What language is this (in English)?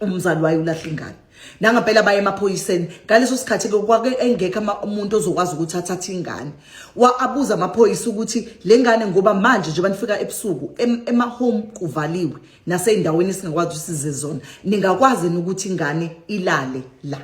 Zulu